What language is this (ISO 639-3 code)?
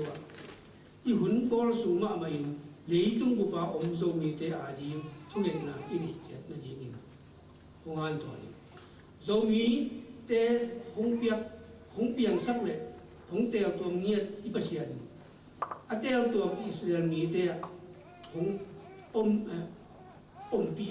ctd